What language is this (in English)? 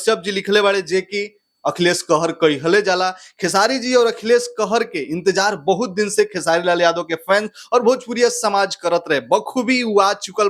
Bhojpuri